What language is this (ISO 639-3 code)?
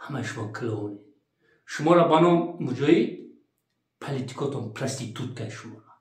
tgk